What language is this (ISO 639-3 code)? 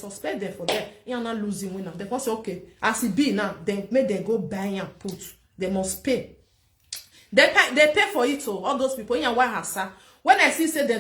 pcm